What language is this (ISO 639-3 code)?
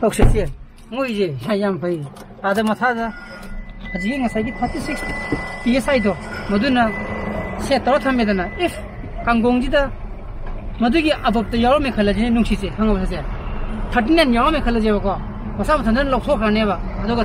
mni